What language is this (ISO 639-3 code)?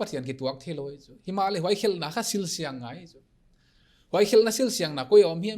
pck